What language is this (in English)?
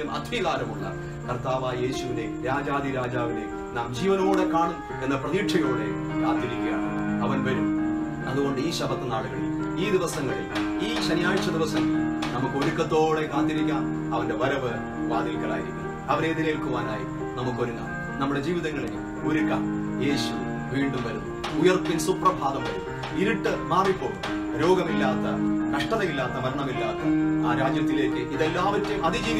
Malayalam